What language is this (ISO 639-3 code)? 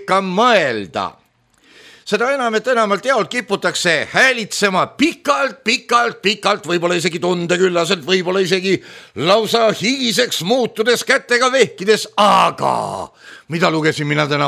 est